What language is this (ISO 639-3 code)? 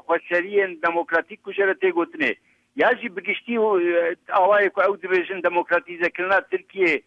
kur